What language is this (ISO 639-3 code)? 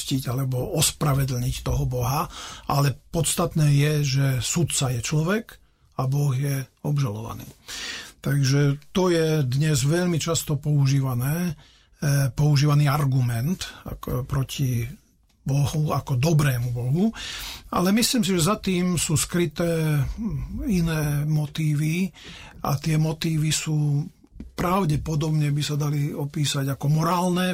slk